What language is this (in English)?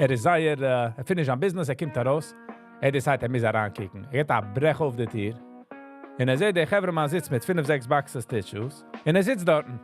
Yiddish